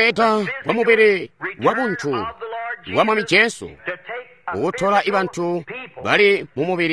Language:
Tonga (Zambia)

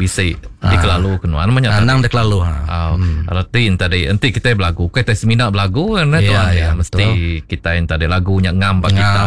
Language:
Iban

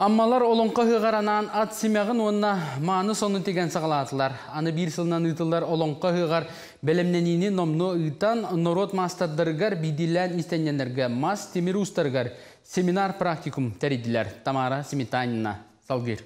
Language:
Yakut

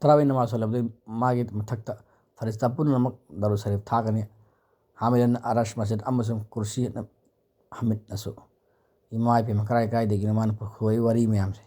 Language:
Manipuri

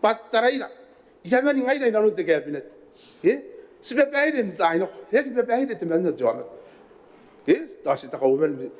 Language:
Gilbertese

